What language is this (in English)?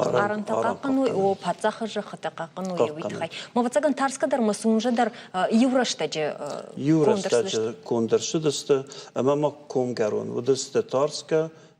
Ossetic